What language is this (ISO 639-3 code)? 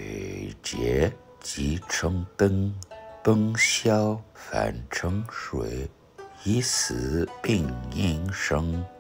nds